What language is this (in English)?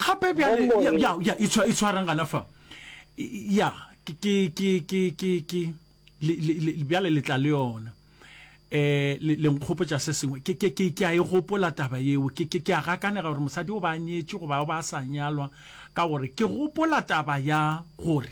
Northern Sotho